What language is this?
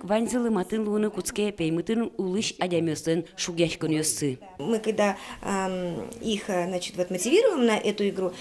Udmurt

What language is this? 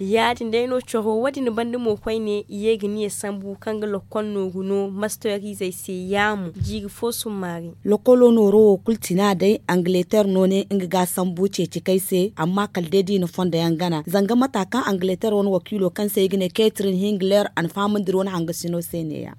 Zarma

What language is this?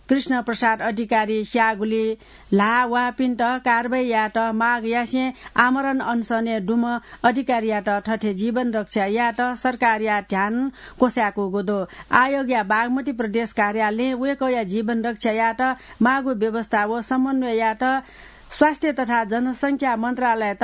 Newari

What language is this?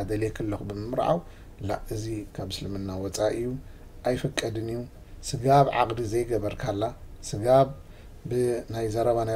Tigrinya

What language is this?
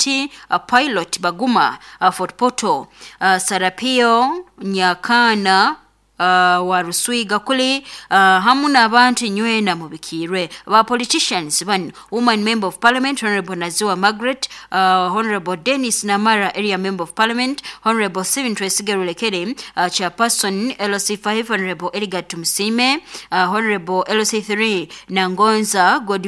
Nyoro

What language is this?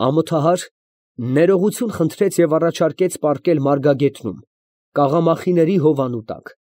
Armenian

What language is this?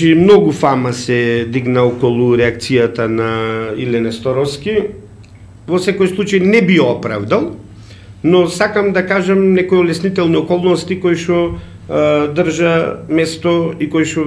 Macedonian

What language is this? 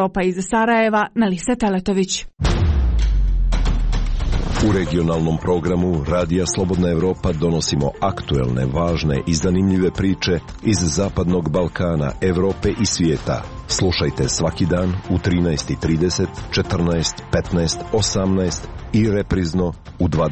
Serbian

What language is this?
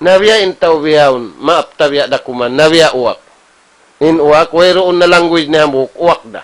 Tausug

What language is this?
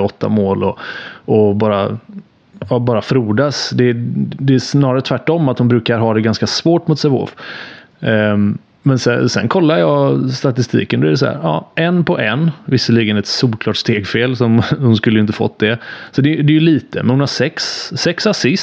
Swedish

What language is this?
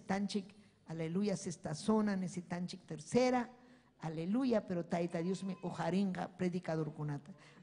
Ayacucho Quechua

